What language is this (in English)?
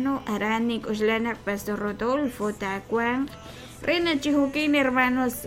Kekchí